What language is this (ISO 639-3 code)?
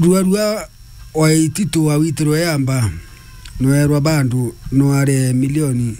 mer